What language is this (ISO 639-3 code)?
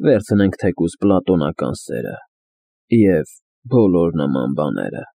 hye